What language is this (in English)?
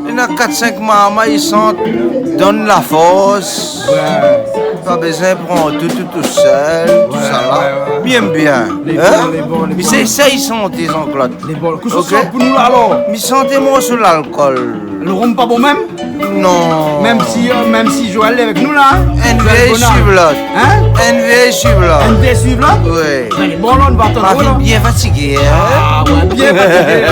Réunion Creole French